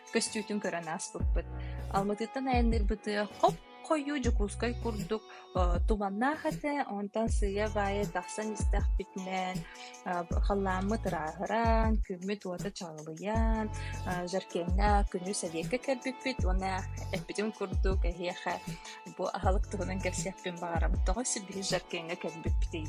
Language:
Yakut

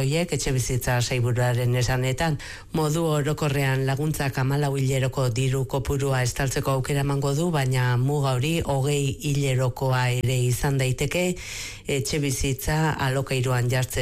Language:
Basque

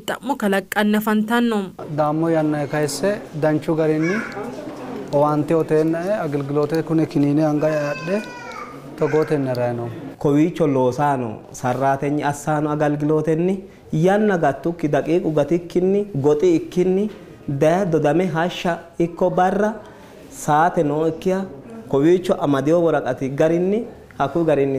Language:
Sidamo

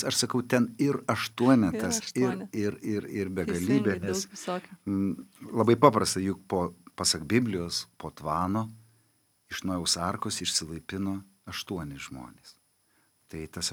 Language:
Lithuanian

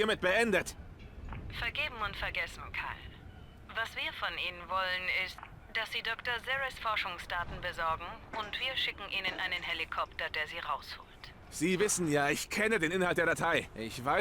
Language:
Swiss German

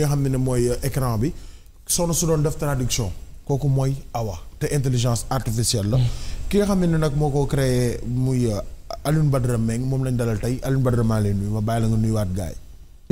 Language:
Wolof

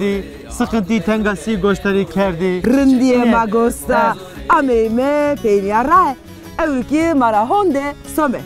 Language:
Zaza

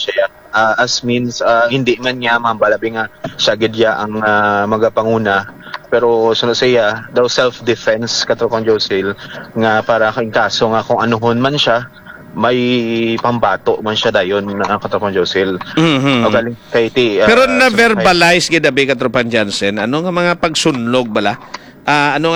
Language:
Hiligaynon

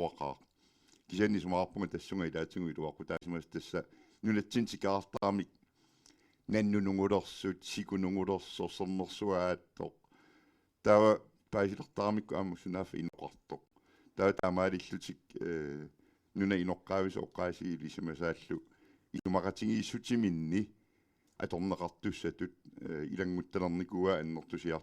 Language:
Kalaallisut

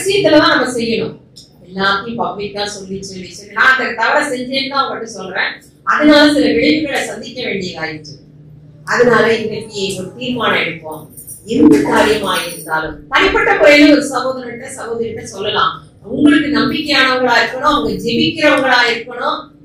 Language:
Tamil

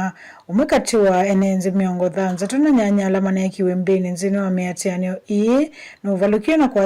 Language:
Kamba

